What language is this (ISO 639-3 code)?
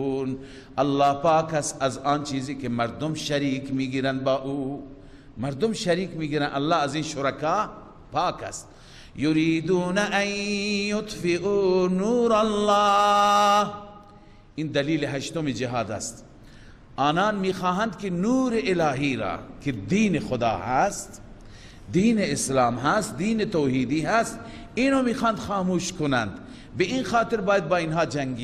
fas